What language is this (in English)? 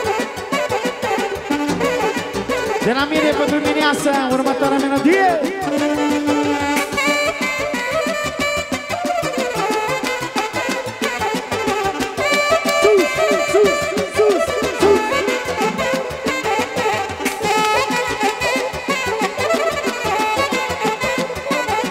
Romanian